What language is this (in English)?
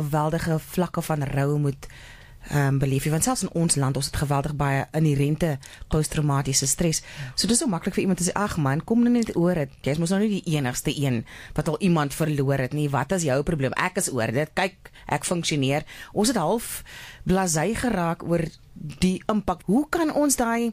Afrikaans